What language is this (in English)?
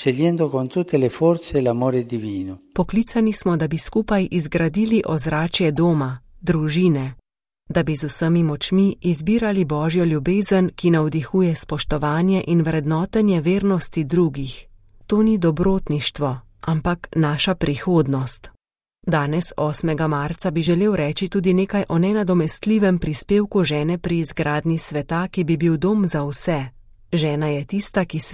Slovenian